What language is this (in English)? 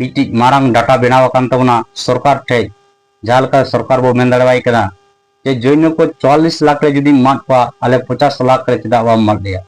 Santali